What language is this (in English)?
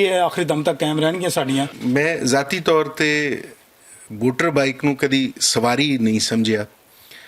Western Panjabi